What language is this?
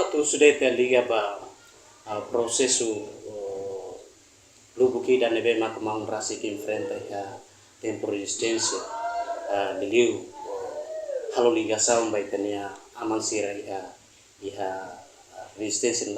Tetum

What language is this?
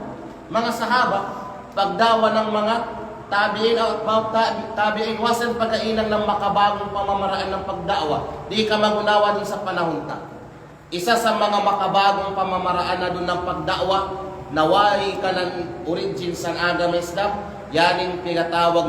Kalagan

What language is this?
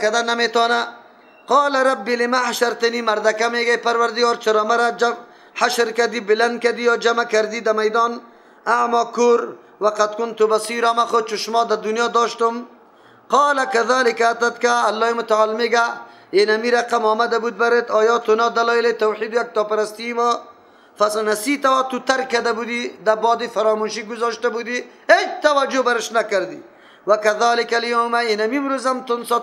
Persian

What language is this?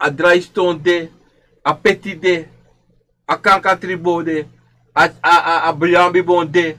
Sranan Tongo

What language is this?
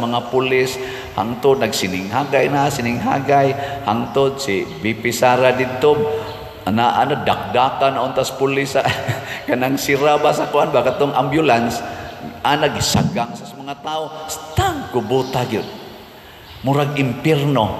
Cebuano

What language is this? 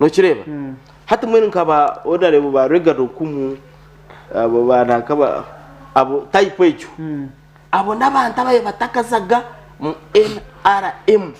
Nyankole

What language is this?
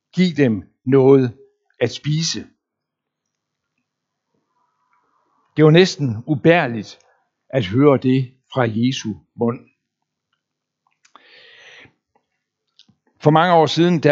Danish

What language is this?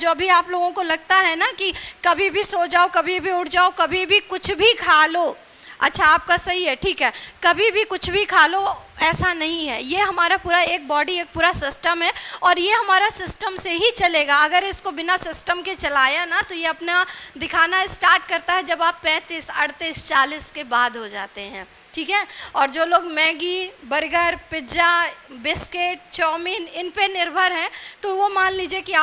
Hindi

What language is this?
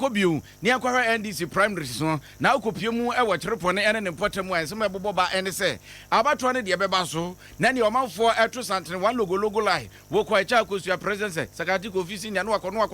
Akan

